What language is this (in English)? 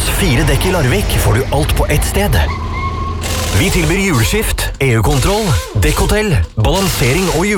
Norwegian